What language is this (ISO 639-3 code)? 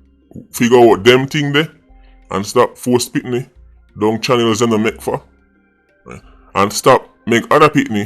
jam